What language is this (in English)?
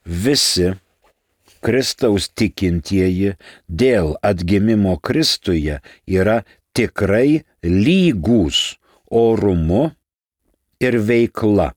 Lithuanian